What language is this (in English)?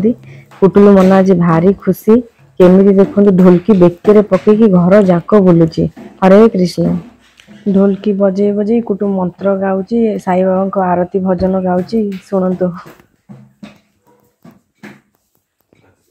Odia